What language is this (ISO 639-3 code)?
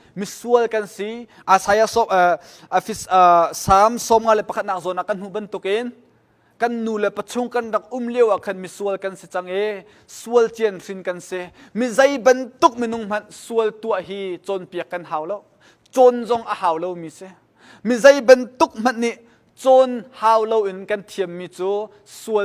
cnh